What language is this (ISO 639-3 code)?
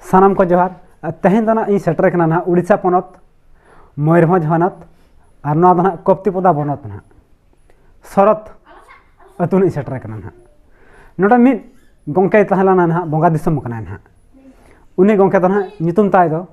sat